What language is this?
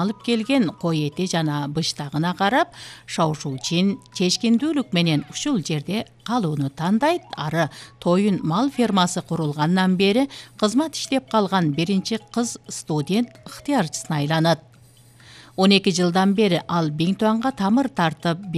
Kyrgyz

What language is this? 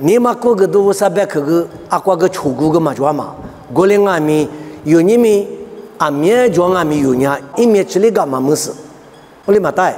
Lisu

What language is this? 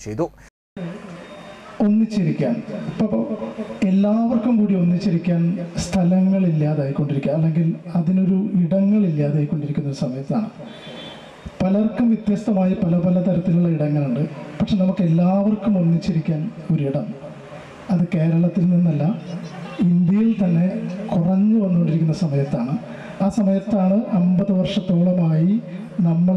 Malayalam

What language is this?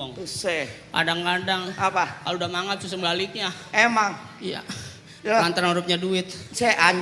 Betawi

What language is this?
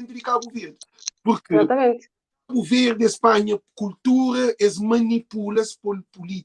Kabuverdianu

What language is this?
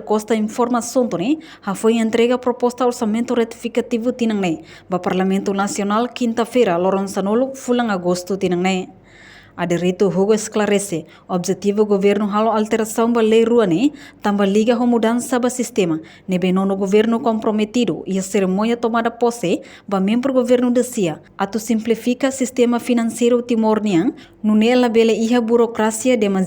Tetum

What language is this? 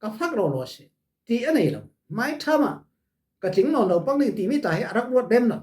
Falam Chin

